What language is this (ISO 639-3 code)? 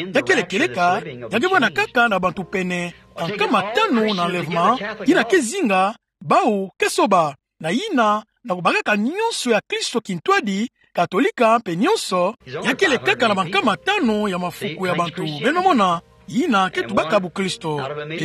ktu